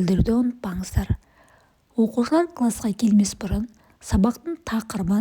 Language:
Kazakh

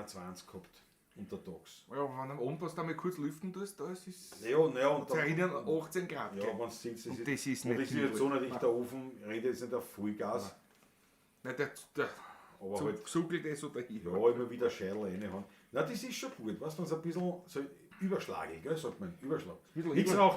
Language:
Bavarian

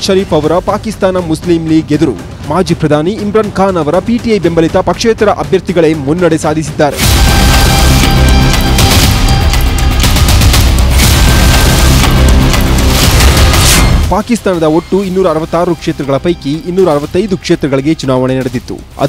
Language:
Kannada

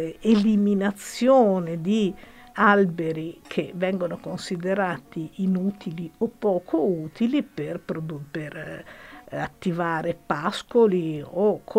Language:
Italian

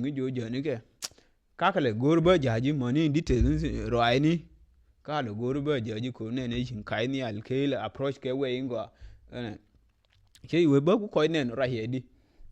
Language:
Nuer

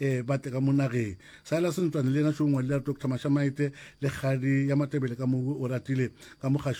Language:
Northern Sotho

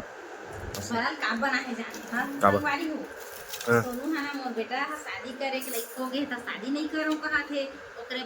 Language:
Chhattisgarhi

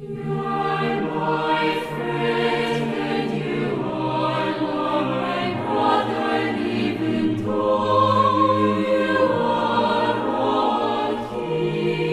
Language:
South Bolivian Quechua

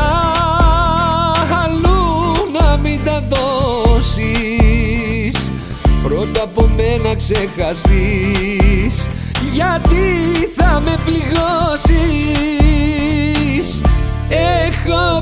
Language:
Greek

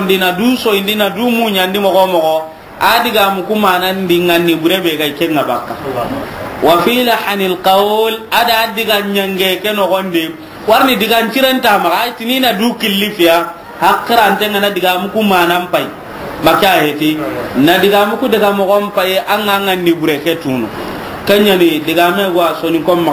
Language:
Soninke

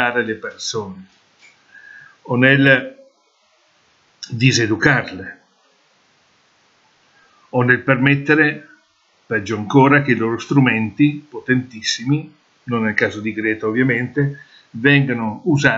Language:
Italian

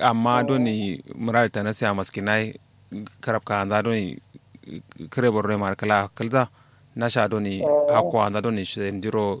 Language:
Kanuri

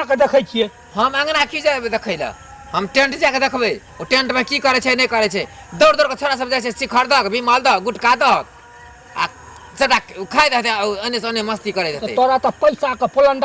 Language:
Maithili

